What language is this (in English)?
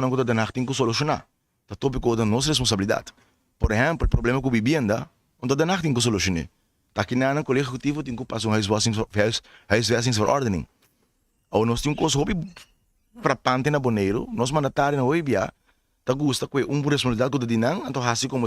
Papiamento